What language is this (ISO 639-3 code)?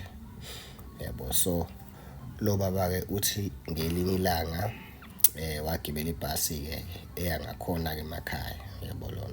zul